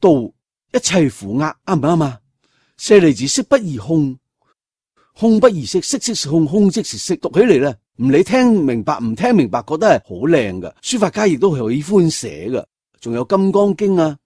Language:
Cantonese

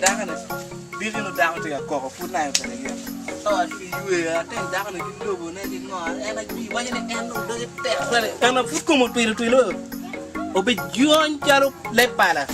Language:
Acoli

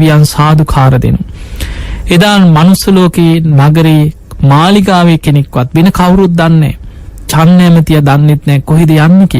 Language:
Sinhala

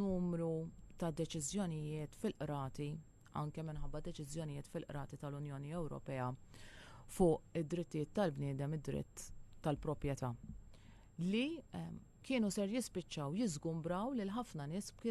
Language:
Maltese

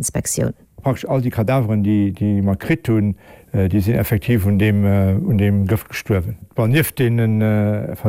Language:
Luxembourgish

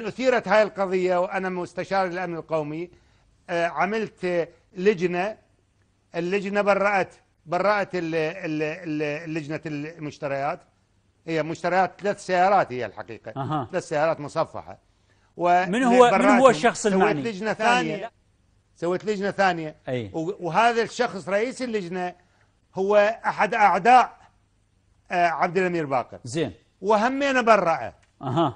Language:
Mesopotamian Arabic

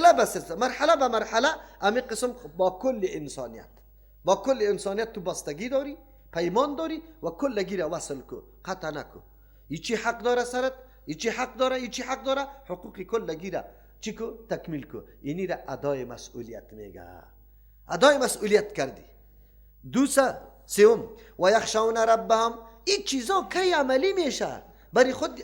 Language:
Persian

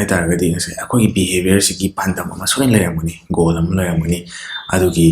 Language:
Manipuri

